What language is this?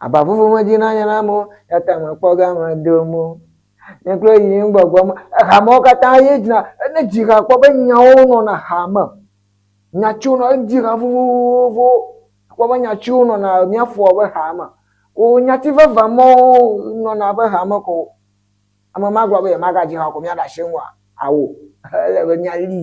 Ewe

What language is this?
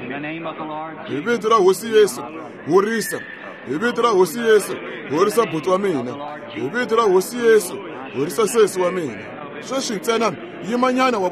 Tsonga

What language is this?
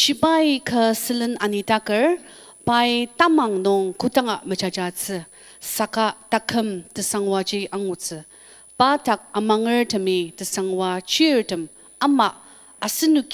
Ao Naga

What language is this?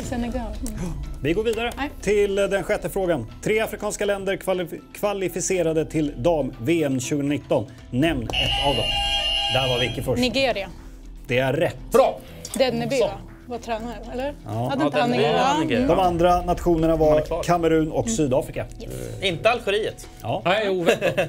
Swedish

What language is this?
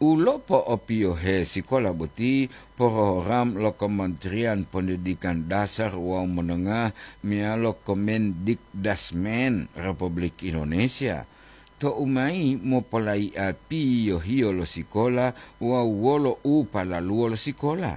Gorontalo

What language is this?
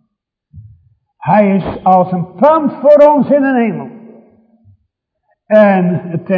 Dutch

